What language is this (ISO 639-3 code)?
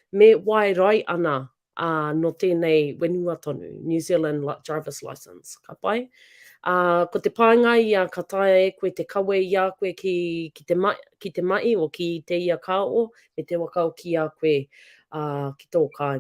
mri